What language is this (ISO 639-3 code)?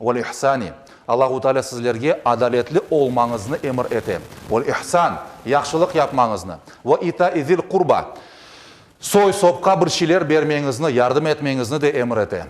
crh